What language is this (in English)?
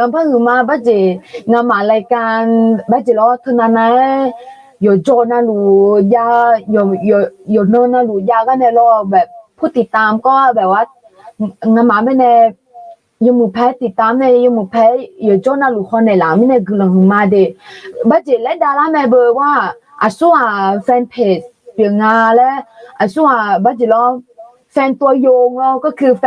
Akha